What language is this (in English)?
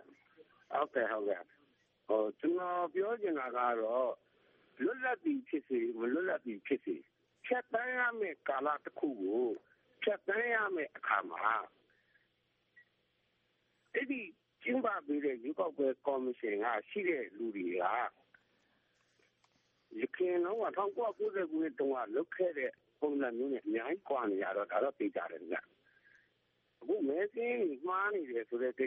Burmese